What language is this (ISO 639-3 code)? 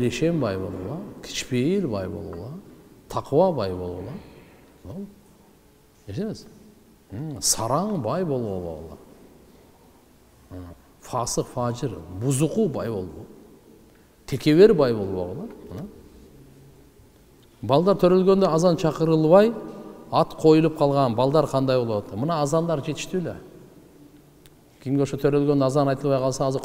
kir